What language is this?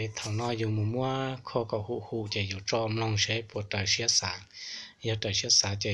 Hmong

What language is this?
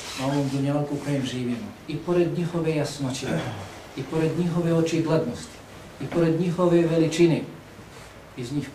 Bosnian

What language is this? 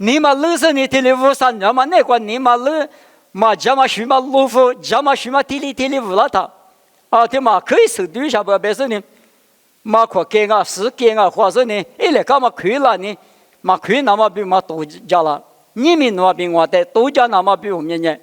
Lisu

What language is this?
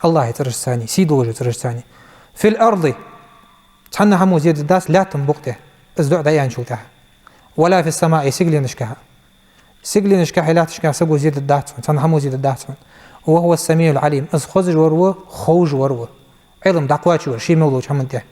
Ingush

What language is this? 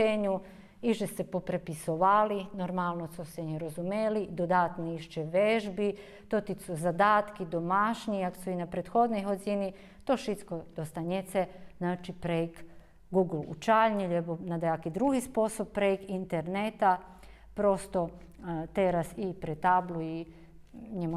Rusyn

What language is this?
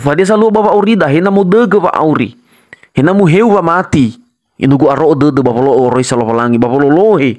Nias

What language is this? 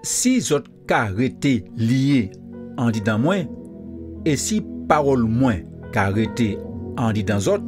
Guadeloupean Creole French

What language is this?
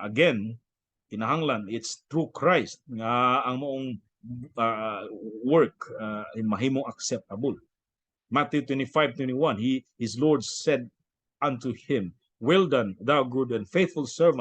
Cebuano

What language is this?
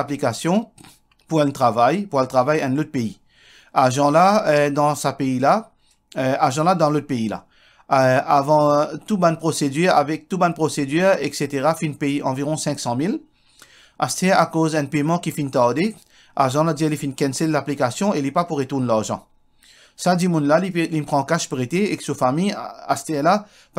Morisyen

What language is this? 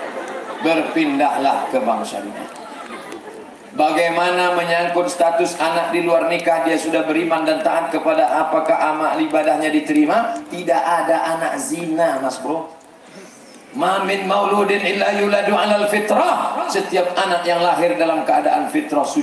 Indonesian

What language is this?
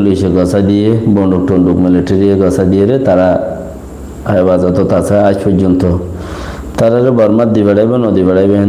Rohingya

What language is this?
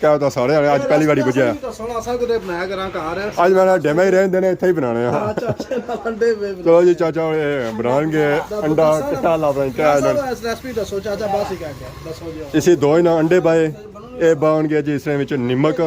Pahari-Potwari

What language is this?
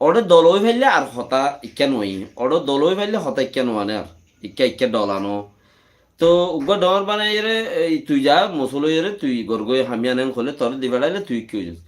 Rohingya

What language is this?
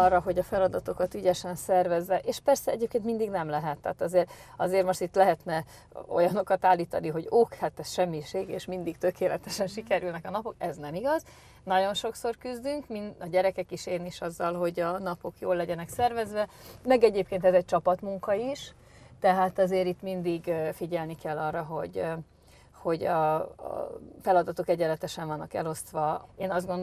Hungarian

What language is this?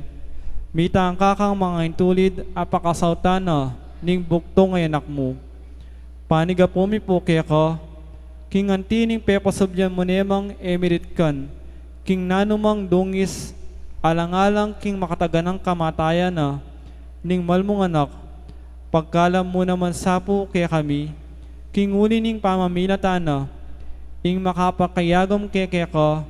Pampanga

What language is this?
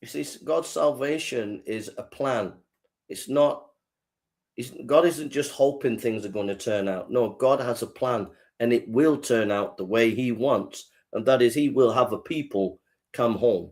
English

